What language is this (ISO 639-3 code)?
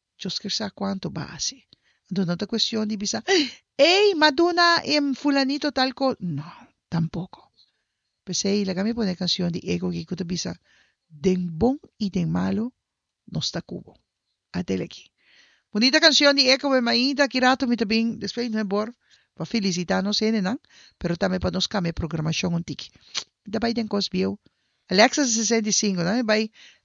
pap